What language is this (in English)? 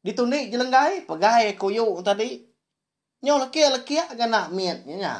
Iban